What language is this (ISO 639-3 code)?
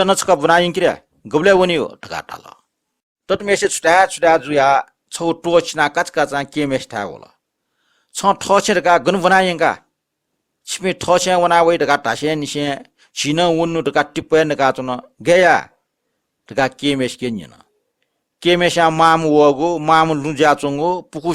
new